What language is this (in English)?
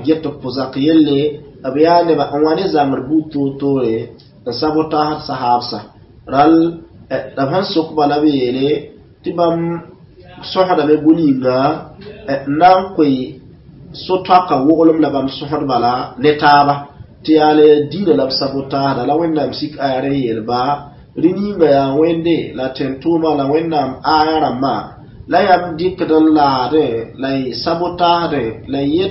Mossi